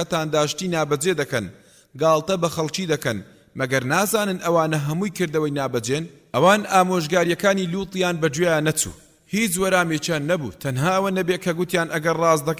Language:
Central Kurdish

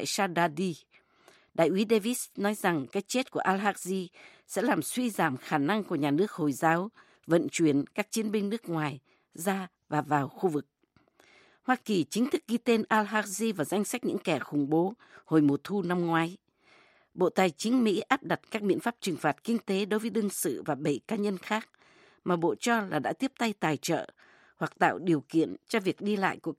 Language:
Vietnamese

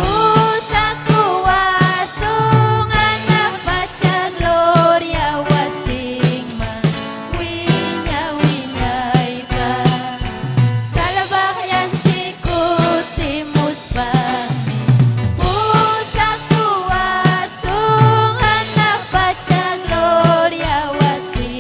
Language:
Ayacucho Quechua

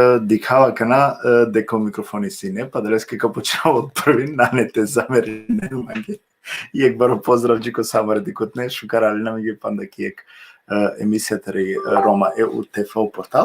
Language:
Balkan Romani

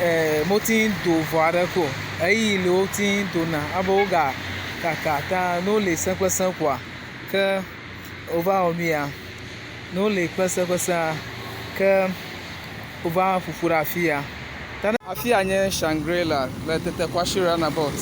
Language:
Ewe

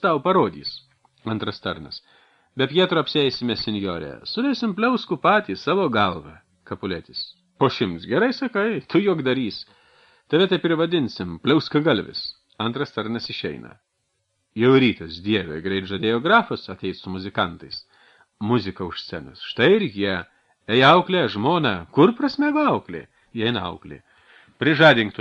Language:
Lithuanian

